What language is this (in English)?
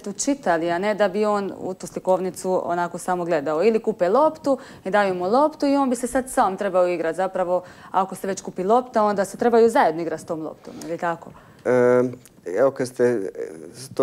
Croatian